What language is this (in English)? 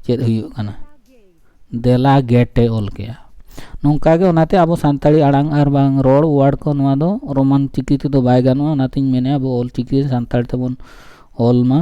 Santali